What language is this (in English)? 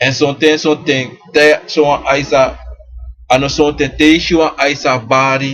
Sranan Tongo